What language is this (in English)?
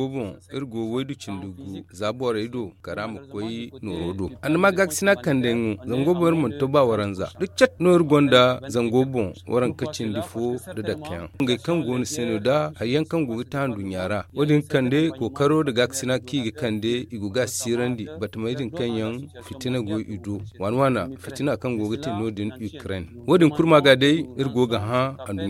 Zarma